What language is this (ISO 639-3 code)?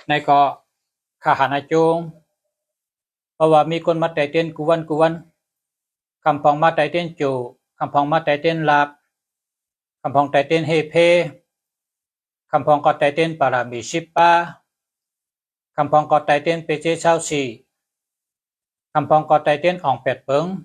shn